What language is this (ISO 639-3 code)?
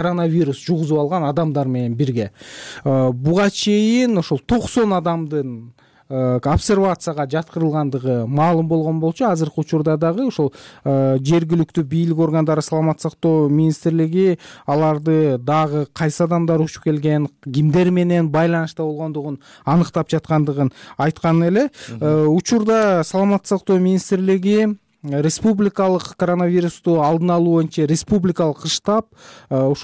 kir